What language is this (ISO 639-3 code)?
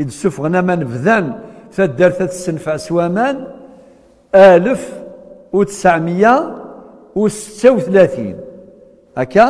kab